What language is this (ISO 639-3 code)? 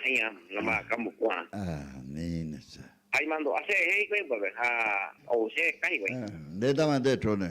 grn